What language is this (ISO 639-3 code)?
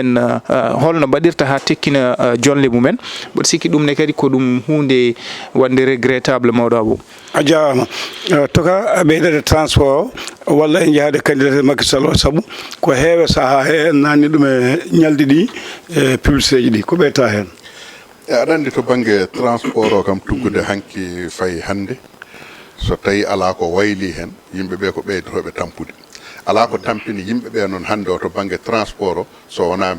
ful